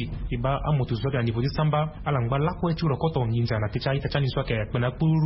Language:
Sango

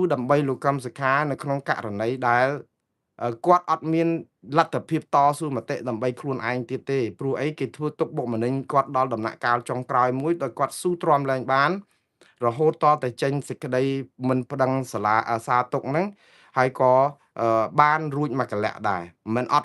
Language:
Khmer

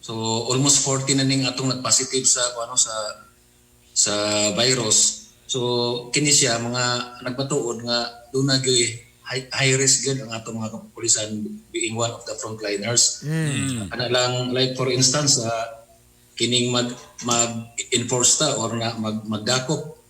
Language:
Cebuano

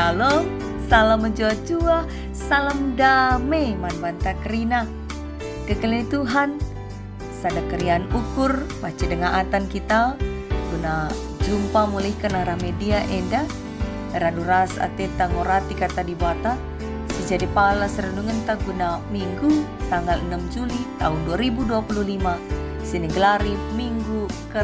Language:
Batak Karo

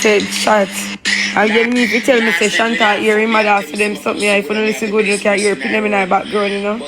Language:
Jamaican Creole English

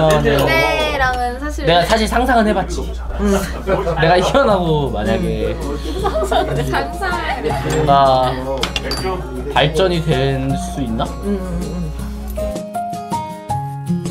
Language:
Korean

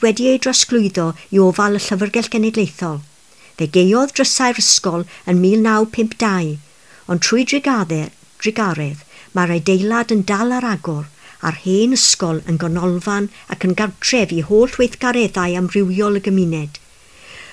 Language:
Welsh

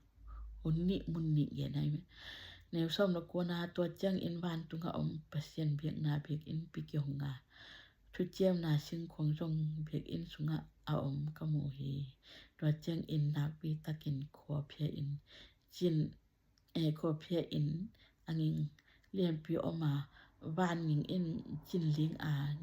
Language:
Tedim Chin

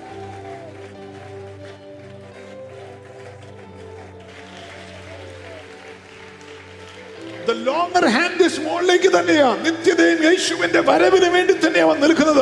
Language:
Malayalam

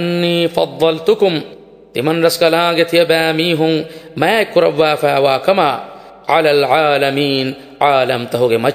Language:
Divehi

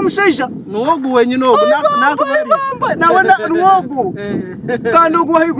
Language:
Nyankole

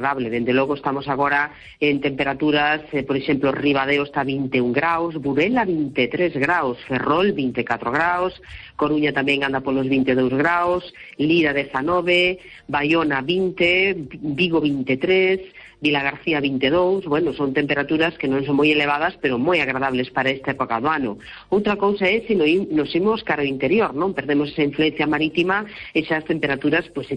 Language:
Galician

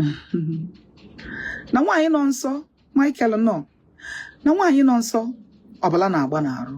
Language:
Igbo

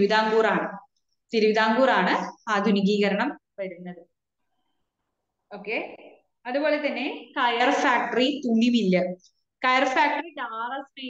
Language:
Malayalam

